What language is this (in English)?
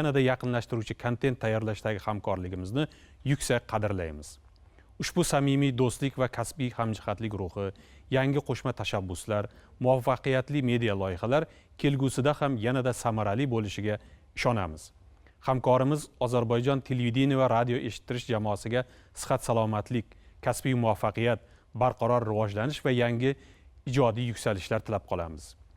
Uzbek